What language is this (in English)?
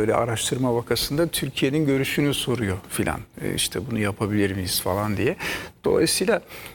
Turkish